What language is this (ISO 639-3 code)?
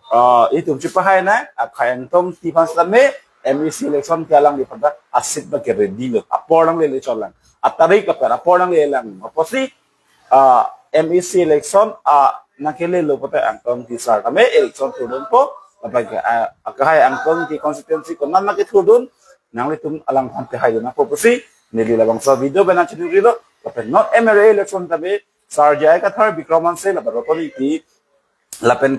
mjw